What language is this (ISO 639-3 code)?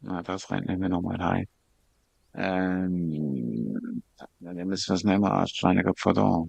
gsw